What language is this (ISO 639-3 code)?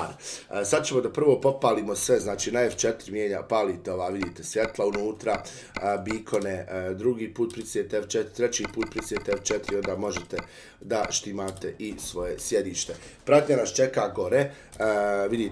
bos